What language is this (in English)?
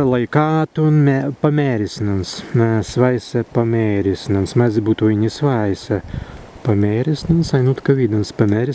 Prussian